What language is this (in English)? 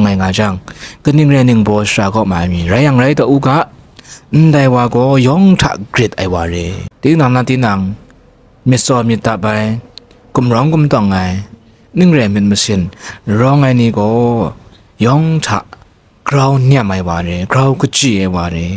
Kachin